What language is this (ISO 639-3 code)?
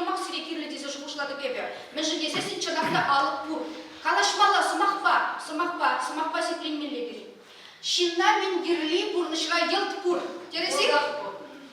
chv